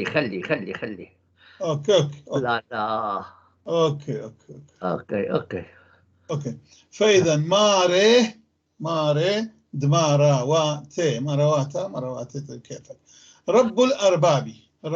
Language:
North Levantine Arabic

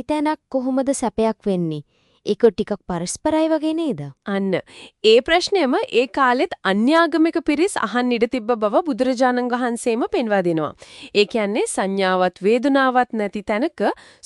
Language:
Sinhala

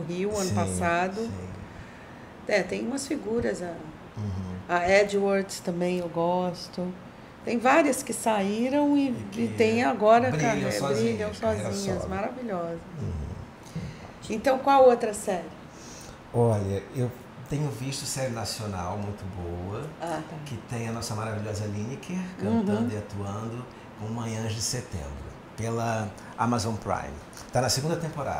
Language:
Portuguese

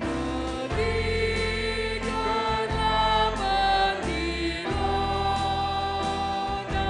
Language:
Batak Karo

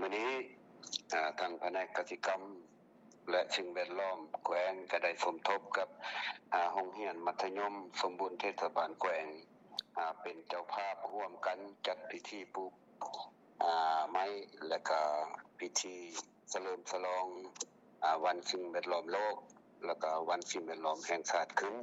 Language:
Lao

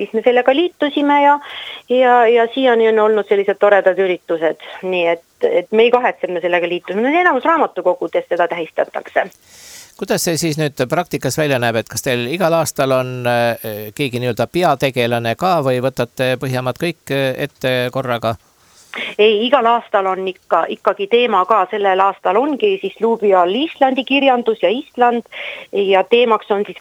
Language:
Estonian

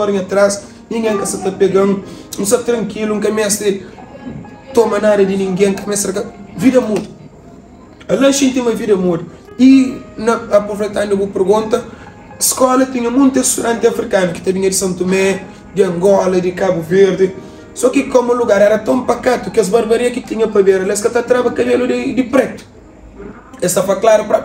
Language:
Kabuverdianu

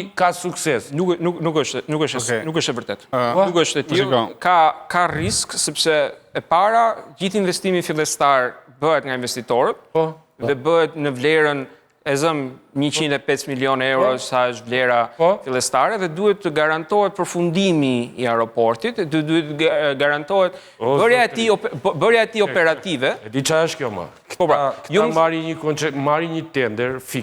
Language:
Albanian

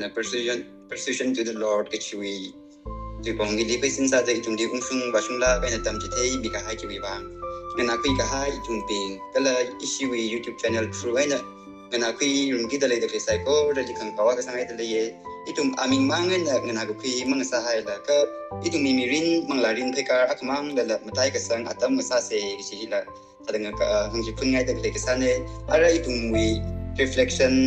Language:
Tangkhul Naga (India)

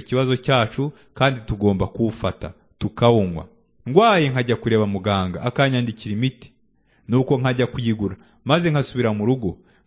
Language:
Kinyarwanda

